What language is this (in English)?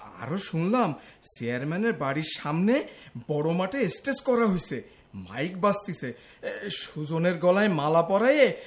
Bangla